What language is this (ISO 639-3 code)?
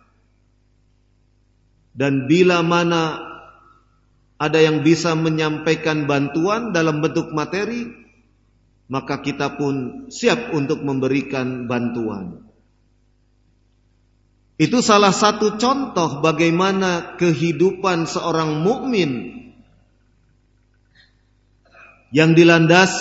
ind